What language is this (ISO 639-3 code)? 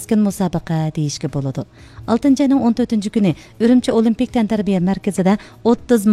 uig